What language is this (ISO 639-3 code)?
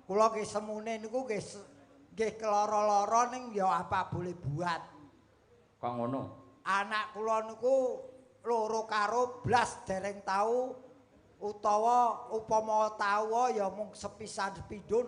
jav